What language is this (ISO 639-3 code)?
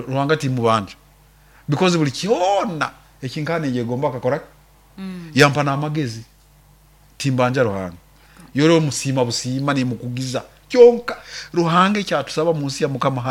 nyo